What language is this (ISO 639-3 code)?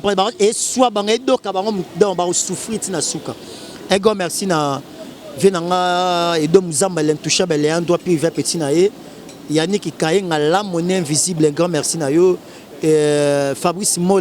lin